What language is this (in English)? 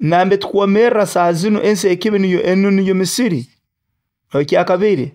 Nyoro